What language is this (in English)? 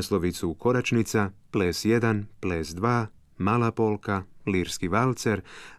Croatian